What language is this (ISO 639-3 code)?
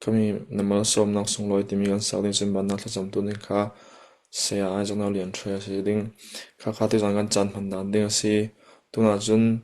cfm